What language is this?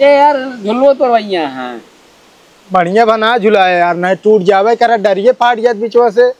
Awadhi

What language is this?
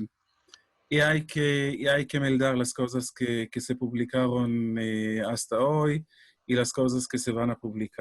Ladino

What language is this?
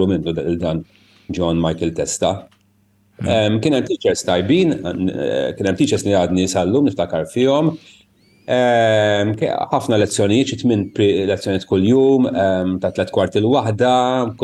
Maltese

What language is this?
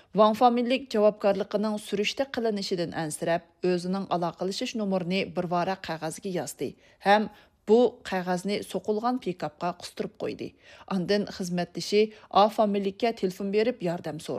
Uyghur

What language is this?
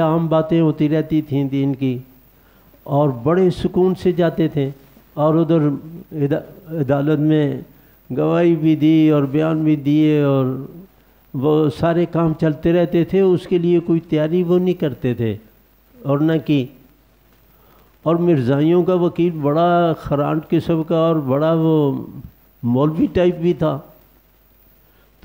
Urdu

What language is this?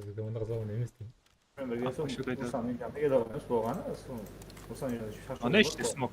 Kara-Kalpak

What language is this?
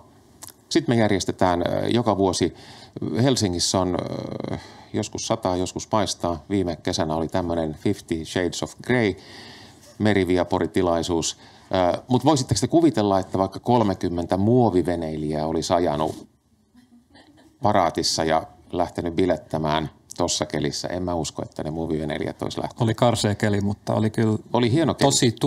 Finnish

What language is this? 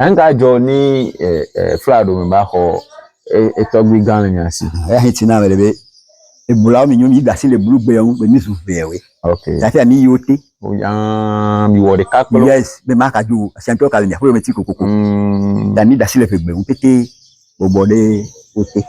Ewe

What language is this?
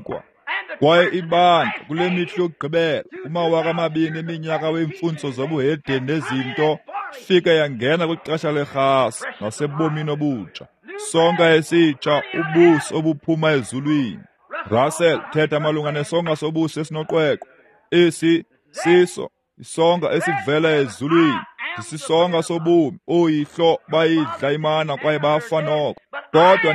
Xhosa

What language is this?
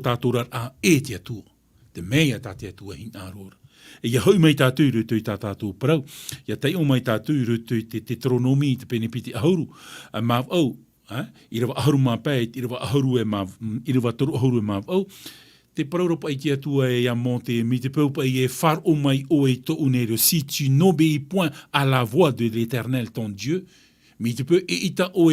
Tahitian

